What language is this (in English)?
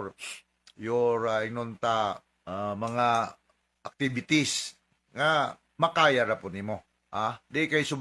Cebuano